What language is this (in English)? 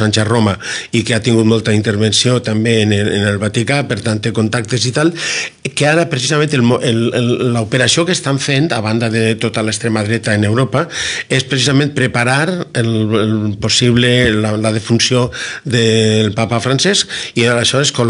Catalan